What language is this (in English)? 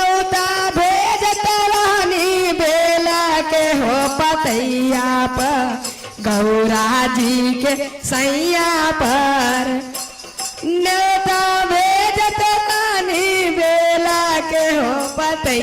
Magahi